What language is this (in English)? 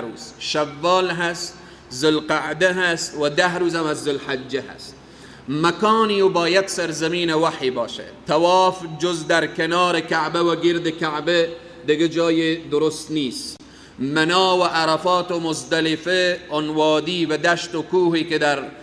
Persian